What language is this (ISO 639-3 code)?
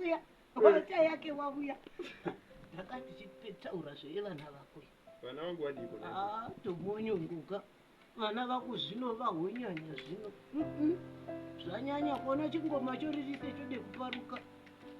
sna